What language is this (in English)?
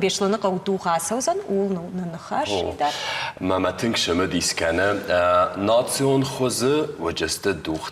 Ossetic